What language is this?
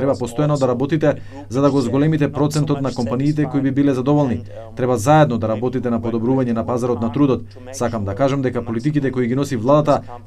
Macedonian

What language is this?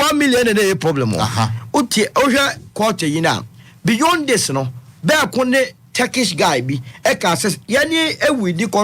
Akan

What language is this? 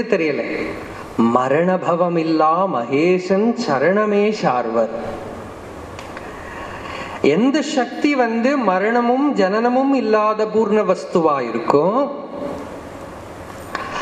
Tamil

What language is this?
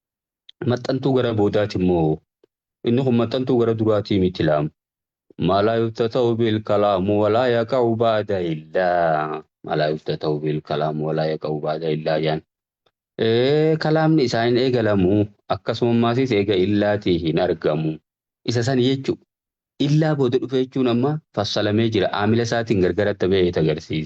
Oromo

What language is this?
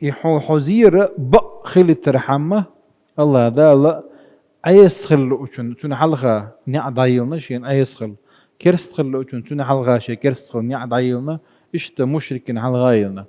Chechen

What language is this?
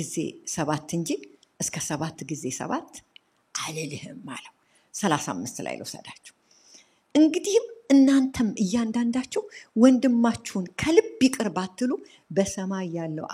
Amharic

